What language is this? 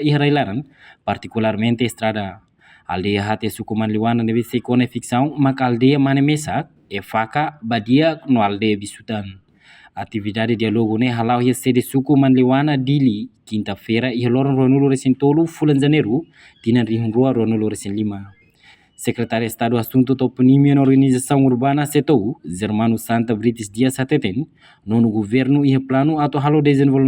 Tetum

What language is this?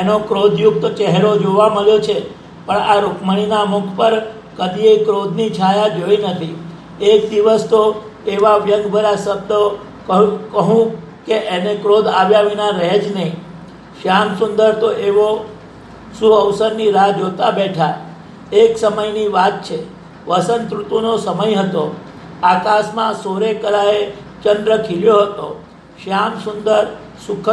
Gujarati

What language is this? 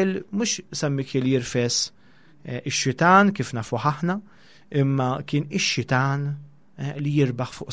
Maltese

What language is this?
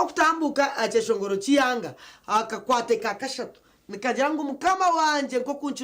Nyankole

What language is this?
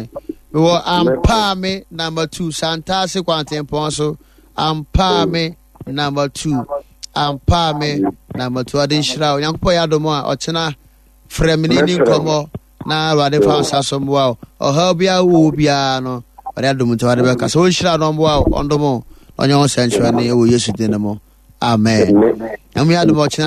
Akan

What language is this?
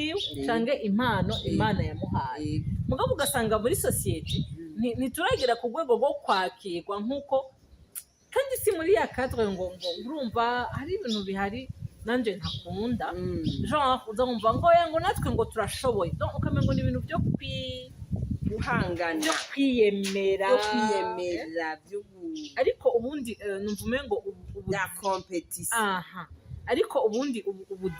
Rundi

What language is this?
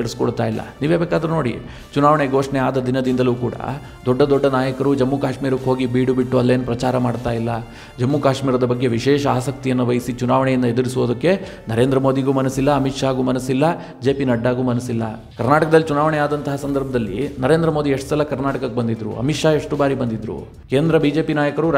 Kannada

